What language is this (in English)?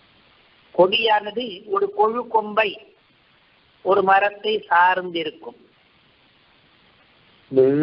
Tamil